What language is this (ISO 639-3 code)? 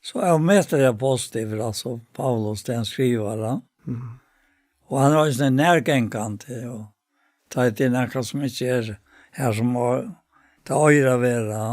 fao